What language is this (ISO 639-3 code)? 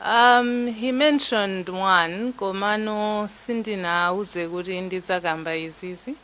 nya